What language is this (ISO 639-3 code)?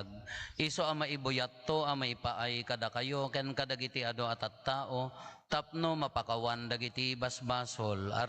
ilo